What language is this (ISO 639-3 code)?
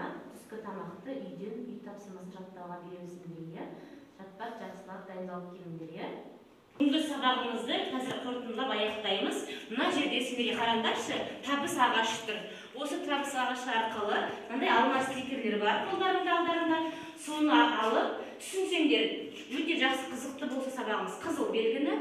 kaz